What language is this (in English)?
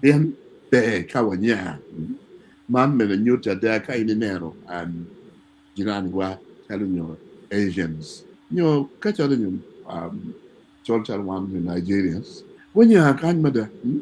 Acoli